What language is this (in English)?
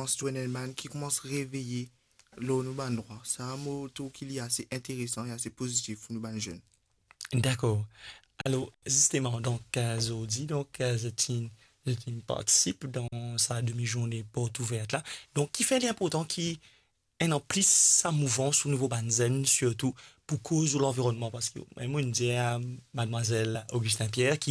Morisyen